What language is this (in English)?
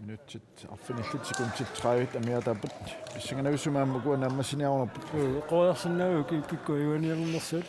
Kalaallisut